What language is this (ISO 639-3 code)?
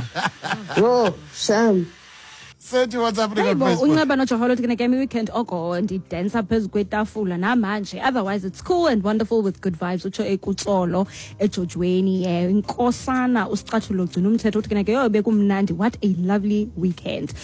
xho